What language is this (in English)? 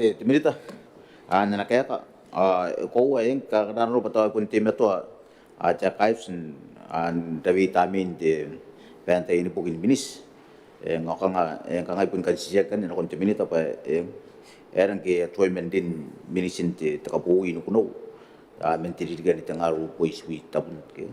Gilbertese